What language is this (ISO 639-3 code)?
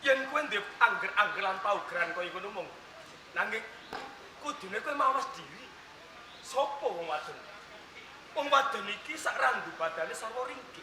jav